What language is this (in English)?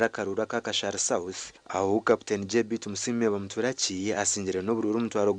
Nyankole